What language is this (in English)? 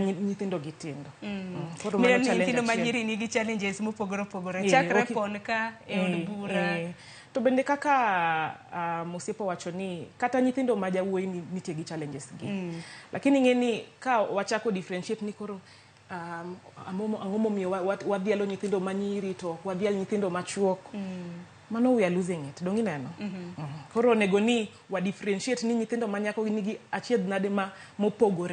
Luo (Kenya and Tanzania)